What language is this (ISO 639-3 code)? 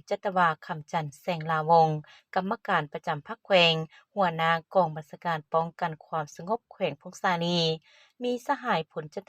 lao